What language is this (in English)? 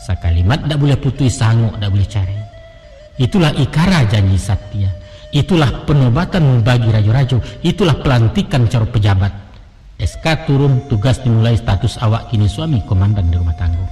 Minangkabau